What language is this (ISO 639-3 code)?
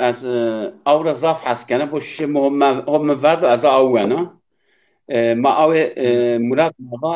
zza